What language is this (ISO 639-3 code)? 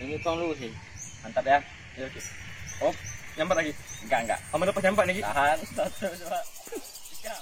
mui